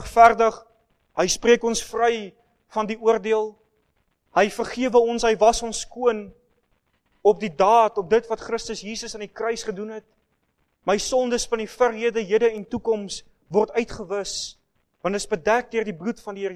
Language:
Afrikaans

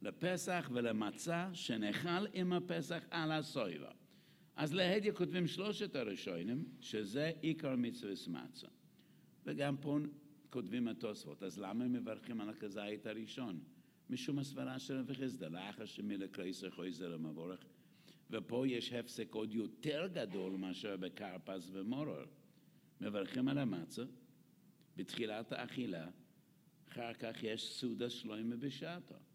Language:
Hebrew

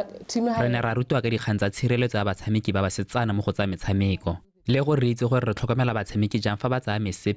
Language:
Tswana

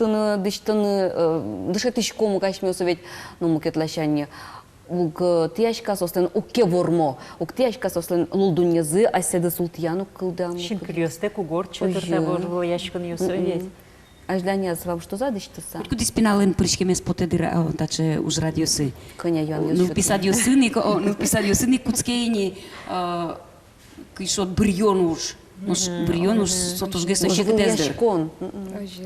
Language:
Udmurt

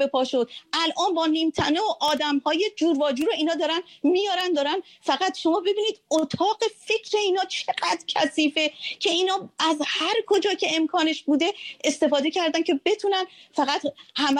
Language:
Persian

